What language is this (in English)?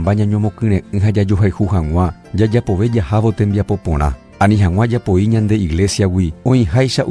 Guarani